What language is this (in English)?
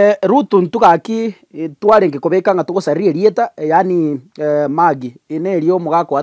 Gusii